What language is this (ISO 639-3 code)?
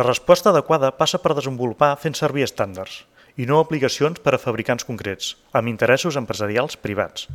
cat